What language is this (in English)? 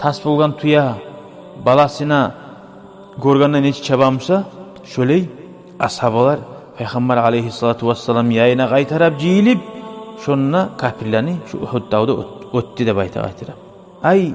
Kumyk